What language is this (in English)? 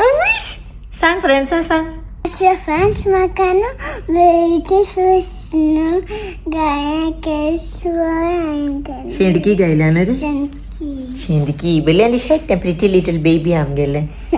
Konkani